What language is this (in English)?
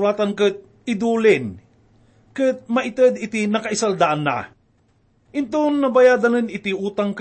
Iloko